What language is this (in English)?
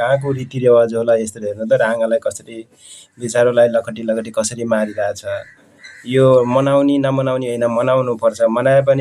Nepali